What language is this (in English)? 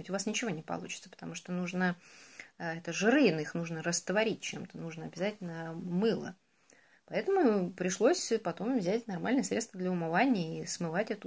Russian